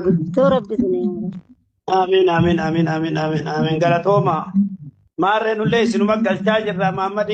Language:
Oromo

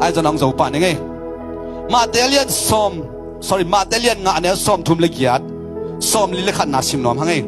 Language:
Tedim Chin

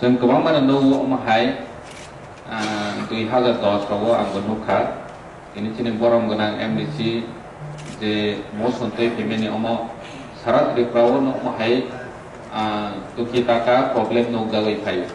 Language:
Kok Borok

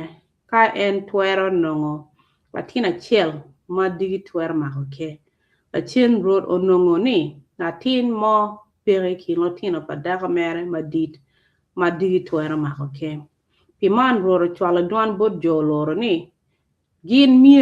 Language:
Acoli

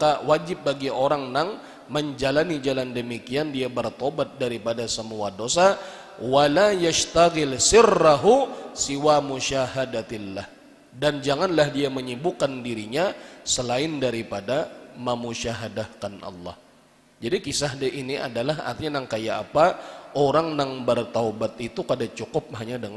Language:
Banjar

